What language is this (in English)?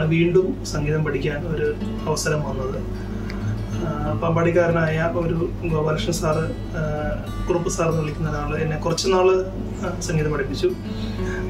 Malayalam